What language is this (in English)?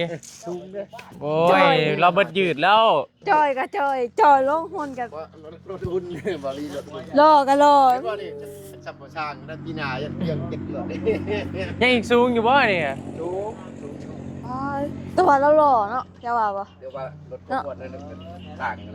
Northeastern Thai